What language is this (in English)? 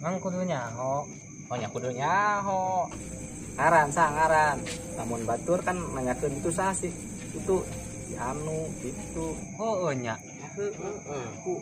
Sundanese